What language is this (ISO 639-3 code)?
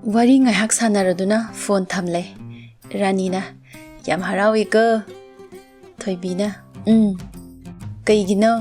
mni